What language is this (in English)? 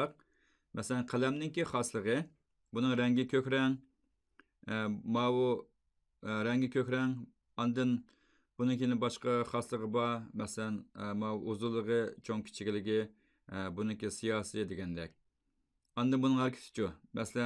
Uyghur